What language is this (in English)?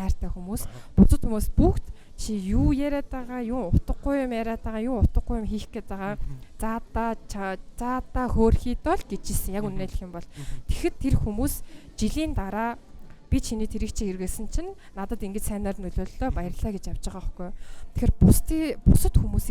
Mongolian